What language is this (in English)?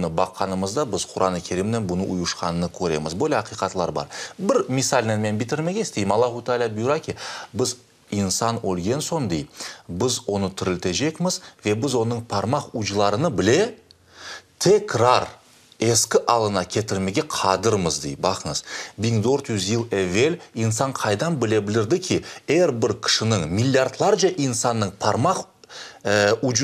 Crimean Tatar